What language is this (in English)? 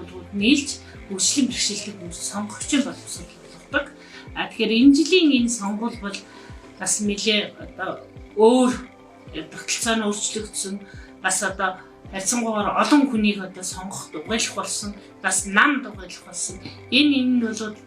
Mongolian